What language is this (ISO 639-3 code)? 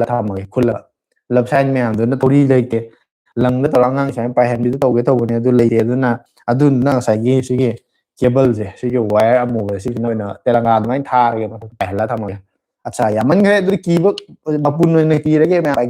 mni